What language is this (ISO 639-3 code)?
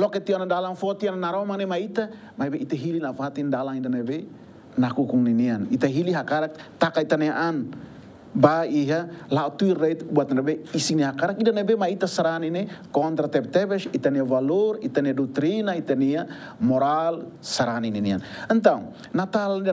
tet